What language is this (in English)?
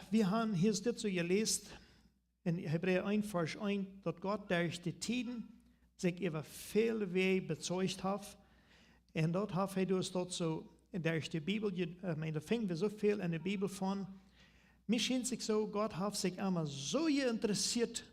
Plautdietsch